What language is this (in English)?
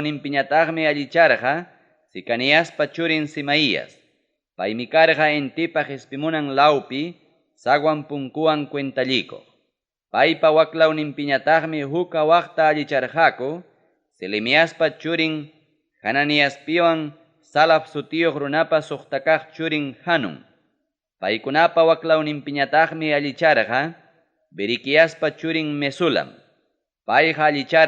Ayacucho Quechua